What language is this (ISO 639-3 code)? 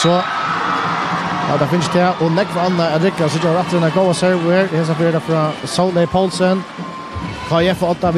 fao